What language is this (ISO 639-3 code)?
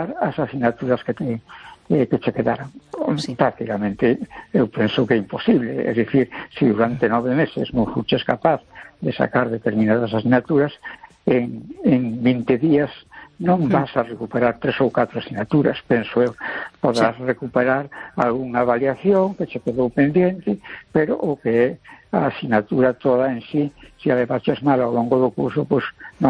glg